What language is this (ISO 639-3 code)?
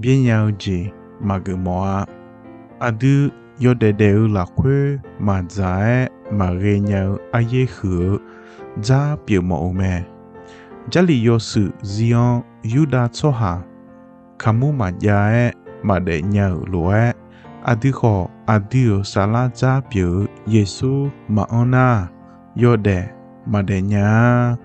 ahk